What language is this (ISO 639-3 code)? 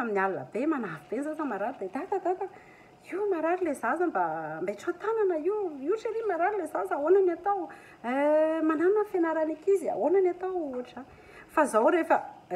mlg